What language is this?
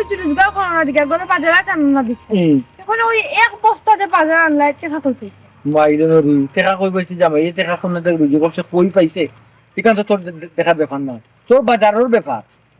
Sylheti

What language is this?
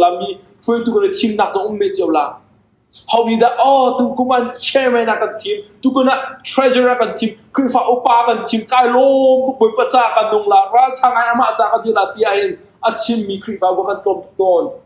Hakha Chin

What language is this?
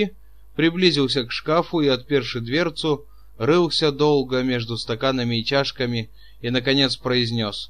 Russian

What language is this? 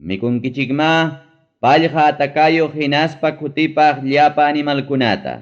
Ayacucho Quechua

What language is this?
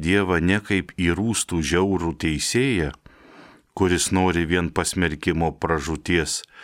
Lithuanian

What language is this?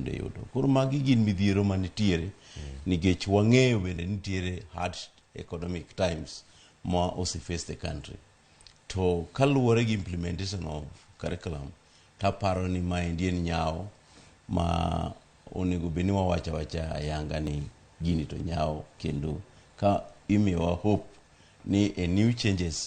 Luo (Kenya and Tanzania)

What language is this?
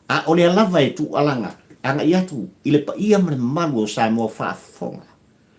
Samoan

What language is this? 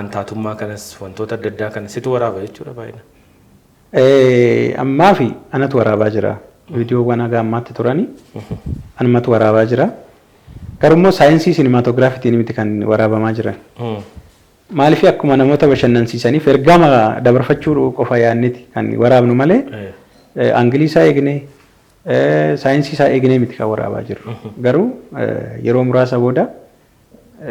Oromo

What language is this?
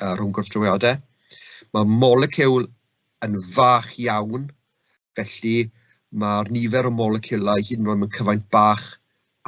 Welsh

